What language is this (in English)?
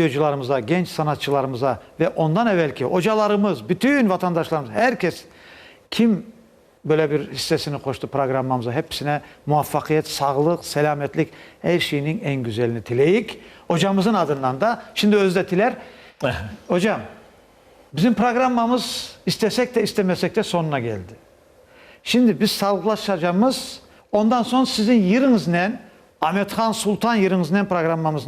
Crimean Tatar